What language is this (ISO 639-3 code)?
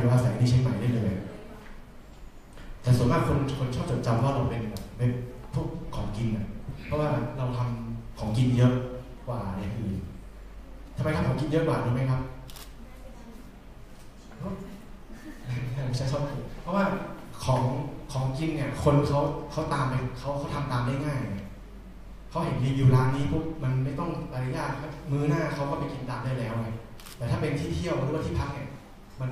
tha